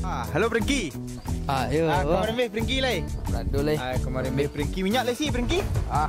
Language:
Minangkabau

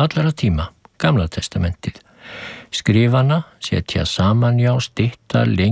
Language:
Icelandic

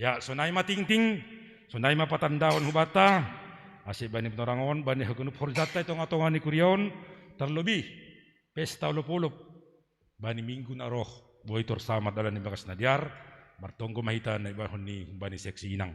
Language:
Batak Simalungun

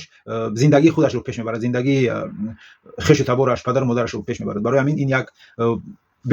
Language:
Tajik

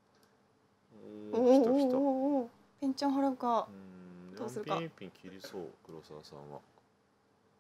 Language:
Japanese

